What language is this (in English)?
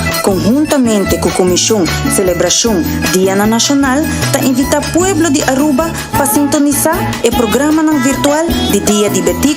Papiamento